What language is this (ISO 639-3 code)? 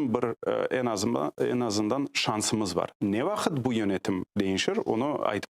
crh